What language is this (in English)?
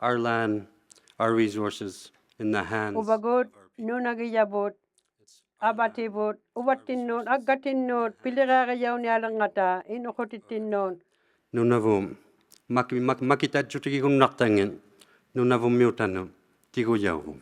Inuktitut